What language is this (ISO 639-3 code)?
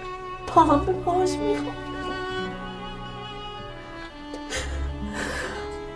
fas